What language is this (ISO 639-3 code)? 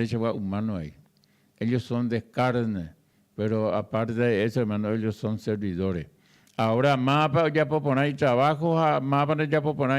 grn